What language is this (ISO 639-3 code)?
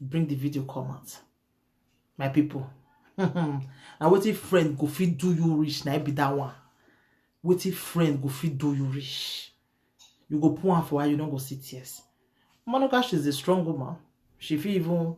pcm